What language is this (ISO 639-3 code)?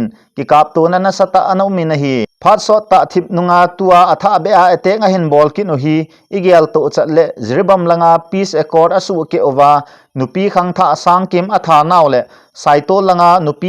tcz